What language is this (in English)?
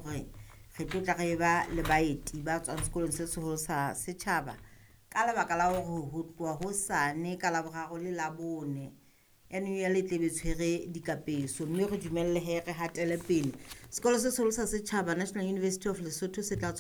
Southern Sotho